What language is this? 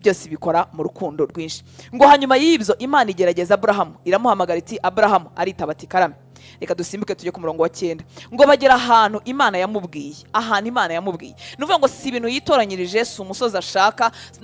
Kinyarwanda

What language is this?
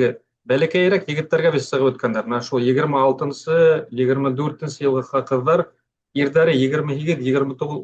Bashkir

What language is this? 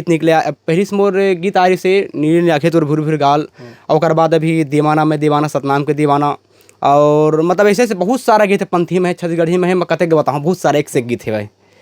Chhattisgarhi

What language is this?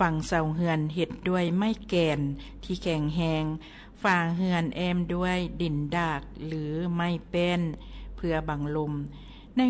Lao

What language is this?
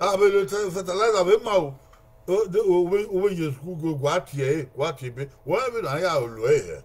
Bini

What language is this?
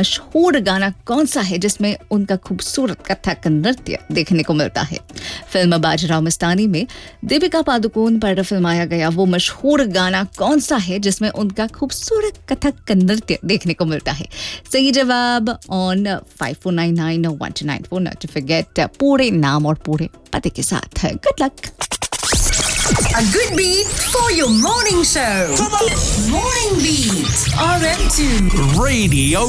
Hindi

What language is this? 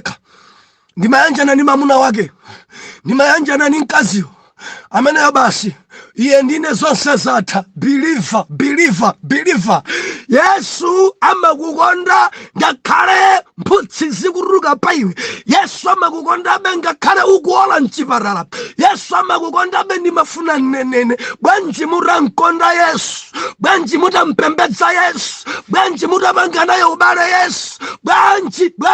Nyanja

